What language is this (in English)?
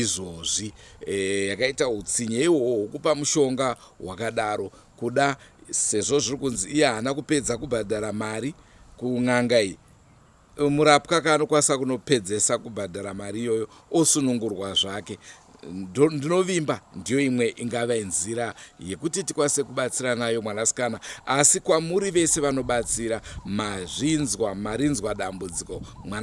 Shona